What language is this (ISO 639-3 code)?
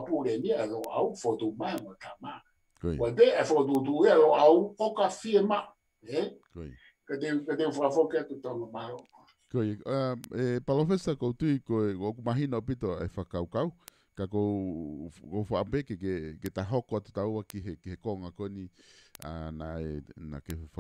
ton